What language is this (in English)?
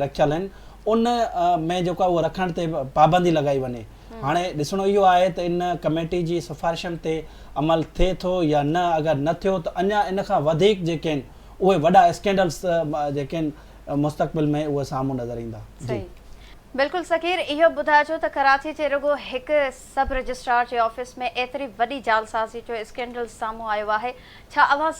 Sindhi